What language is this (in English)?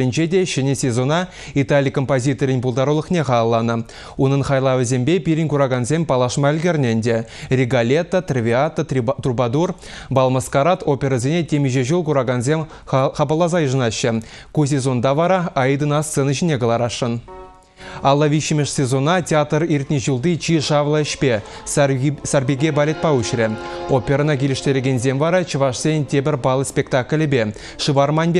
Chuvash